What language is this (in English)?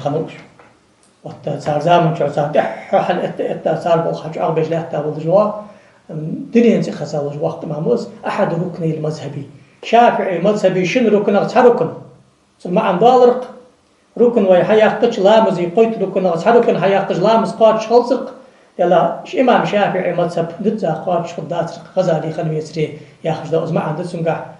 Ingush